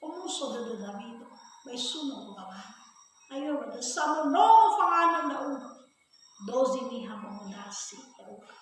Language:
Nias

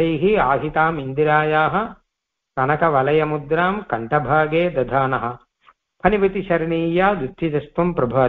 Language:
Tamil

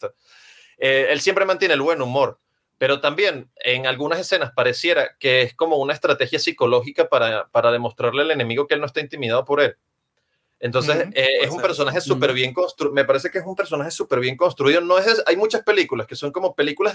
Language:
Spanish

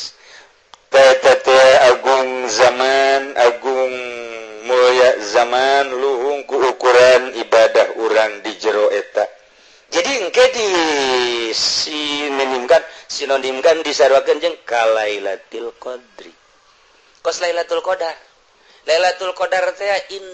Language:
Sundanese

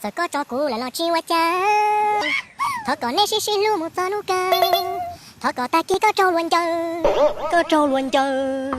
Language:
Hmong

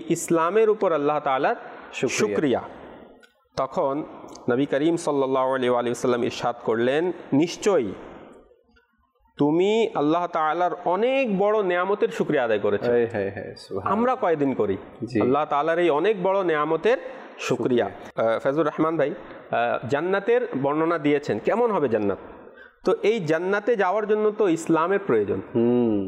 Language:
Bangla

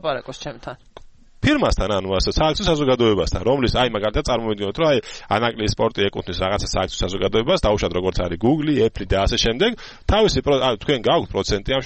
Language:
Georgian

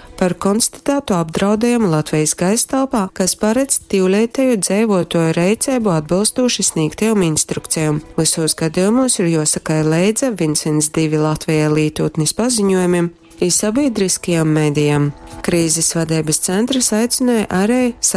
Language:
Latgalian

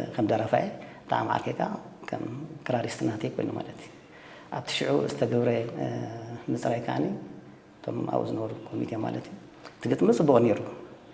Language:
Tigrinya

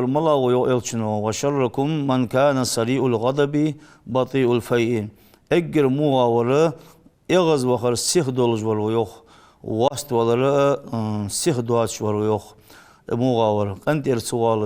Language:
Ingush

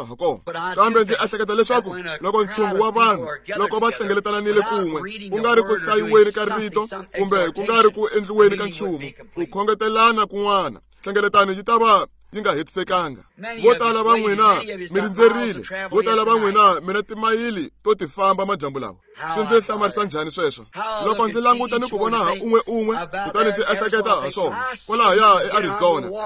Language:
Tsonga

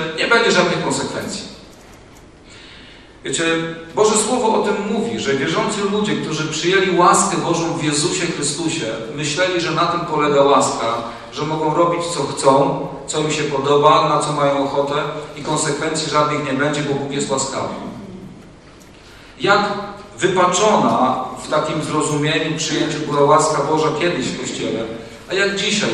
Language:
Polish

